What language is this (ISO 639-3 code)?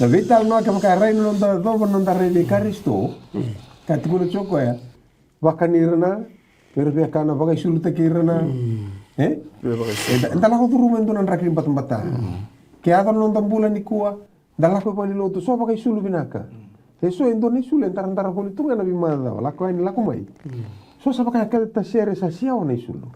fij